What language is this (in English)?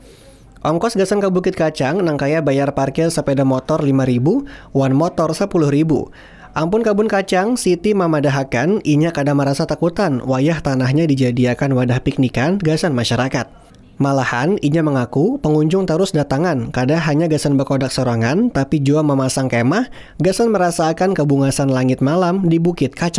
Banjar